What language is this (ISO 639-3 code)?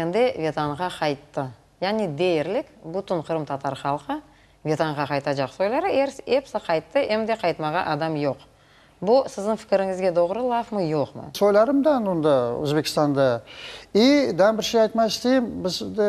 crh